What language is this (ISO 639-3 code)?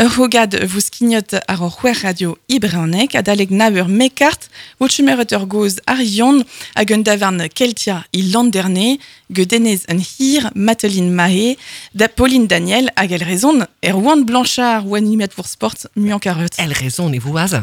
bre